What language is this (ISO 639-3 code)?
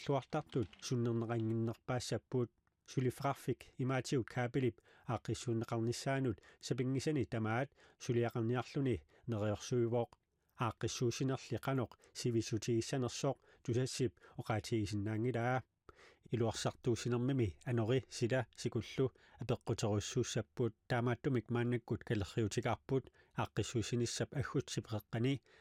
kal